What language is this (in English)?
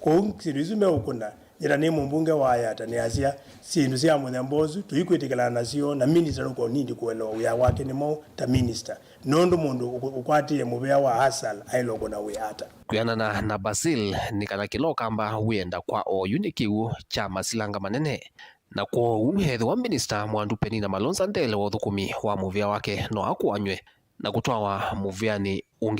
Kamba